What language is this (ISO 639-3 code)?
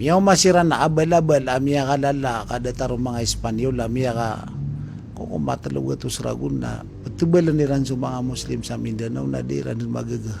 mrw